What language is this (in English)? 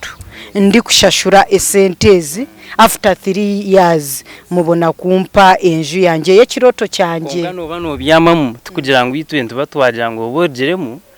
Nyankole